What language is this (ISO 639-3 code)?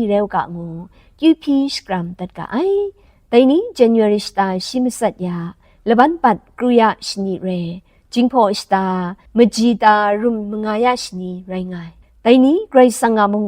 kac